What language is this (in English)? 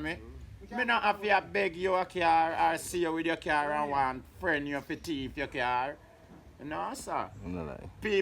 Jamaican Creole English